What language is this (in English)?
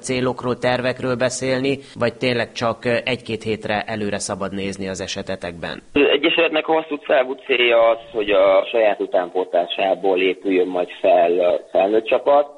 Hungarian